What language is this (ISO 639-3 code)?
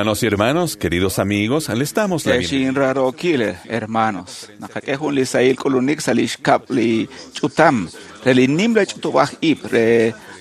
kek